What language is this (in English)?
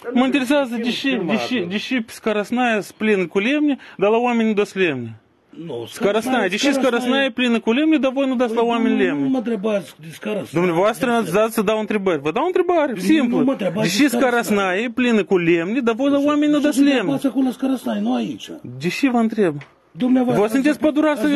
Romanian